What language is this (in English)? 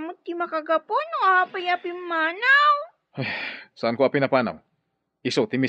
Iloko